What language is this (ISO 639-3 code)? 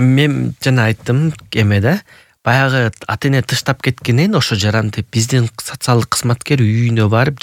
kir